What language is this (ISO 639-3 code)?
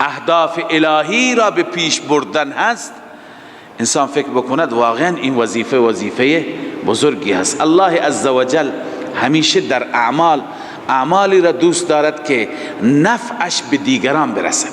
fas